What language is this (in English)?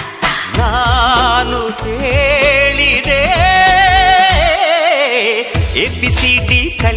Kannada